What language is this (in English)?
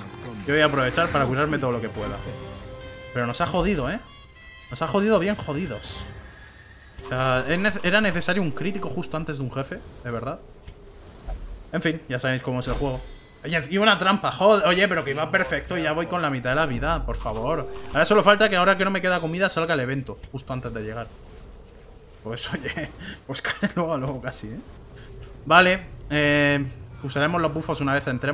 Spanish